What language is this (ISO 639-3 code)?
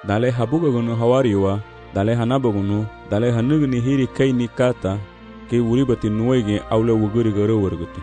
cab